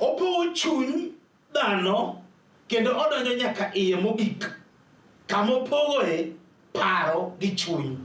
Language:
Luo (Kenya and Tanzania)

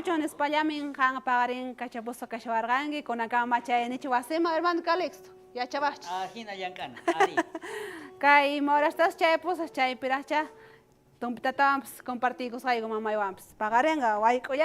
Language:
South Bolivian Quechua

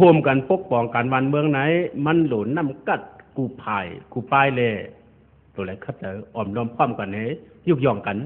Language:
Shan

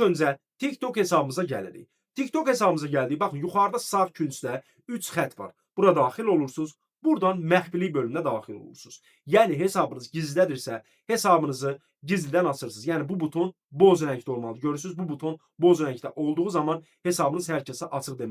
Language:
Azerbaijani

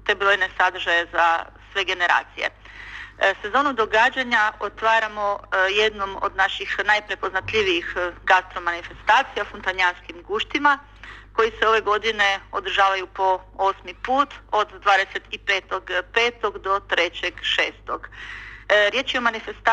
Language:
Croatian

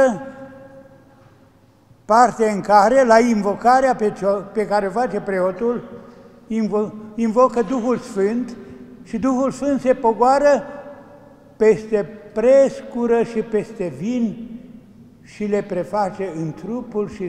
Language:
Romanian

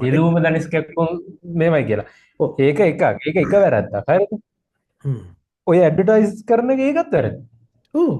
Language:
Sinhala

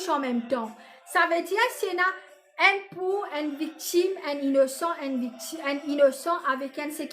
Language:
Morisyen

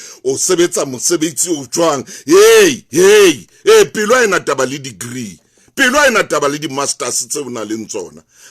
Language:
Southern Sotho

